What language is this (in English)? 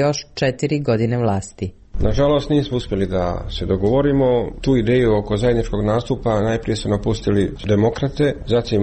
Serbian